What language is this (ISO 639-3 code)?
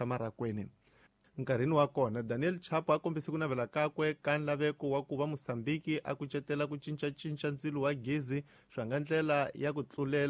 tso